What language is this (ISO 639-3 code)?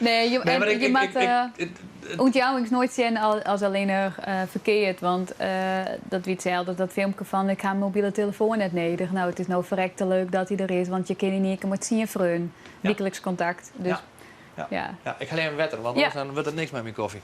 fry